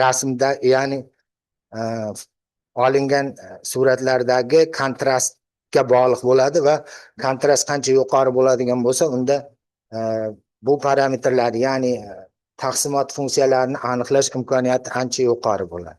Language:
Uzbek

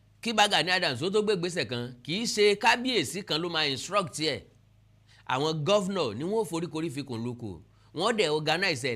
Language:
Yoruba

